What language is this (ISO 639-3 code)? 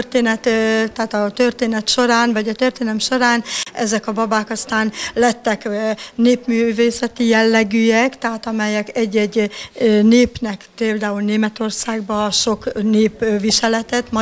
hun